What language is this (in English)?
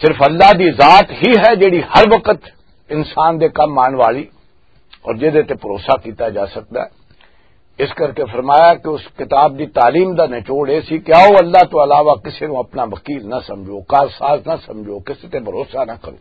Western Panjabi